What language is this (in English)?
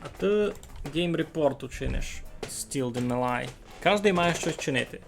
Rusyn